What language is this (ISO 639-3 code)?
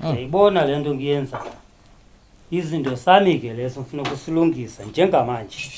zul